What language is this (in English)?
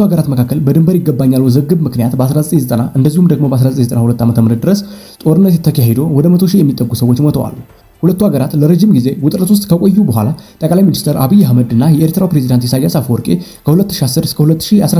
Amharic